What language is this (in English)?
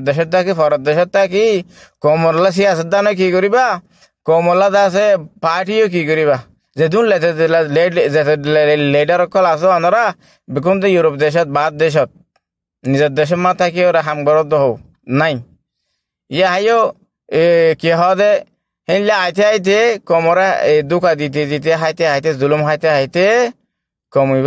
Rohingya